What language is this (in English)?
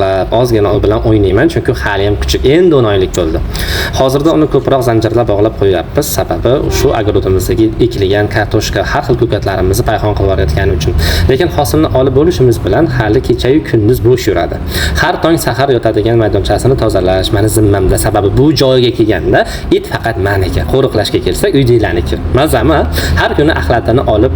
Uzbek